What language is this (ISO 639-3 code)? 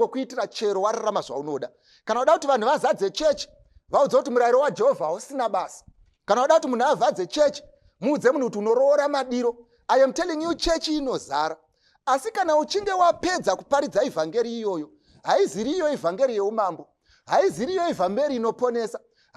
sna